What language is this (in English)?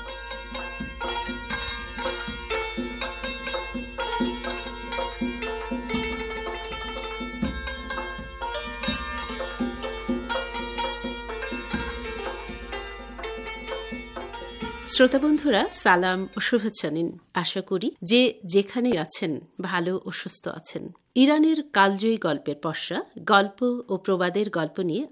Bangla